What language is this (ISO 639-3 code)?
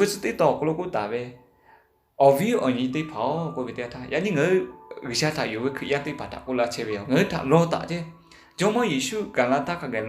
lhu